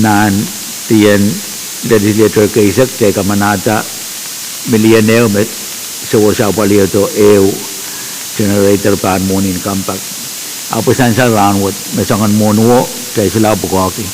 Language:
Pohnpeian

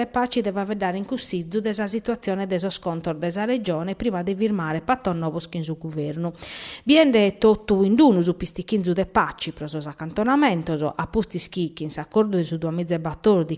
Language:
Sardinian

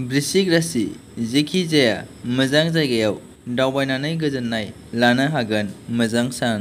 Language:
Bodo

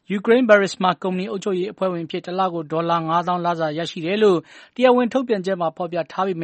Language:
Burmese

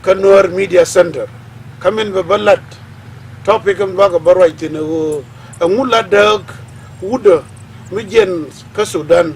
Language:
Nuer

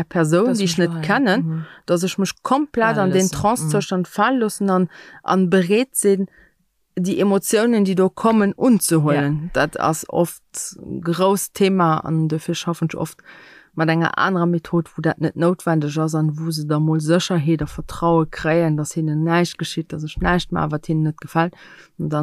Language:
Luxembourgish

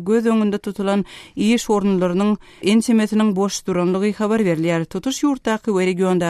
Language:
Turkmen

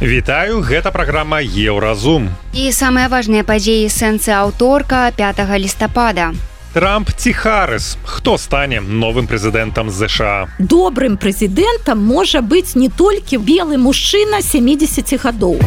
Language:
Belarusian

